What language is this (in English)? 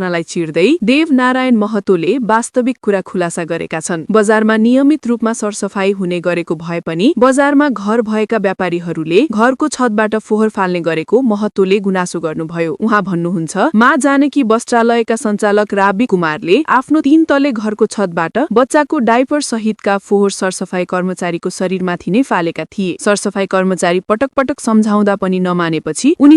Nepali